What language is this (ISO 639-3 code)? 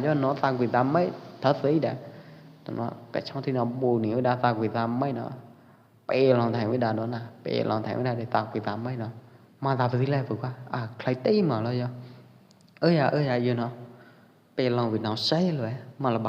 kjp